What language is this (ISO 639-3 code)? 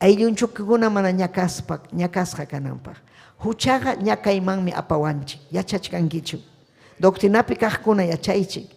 quy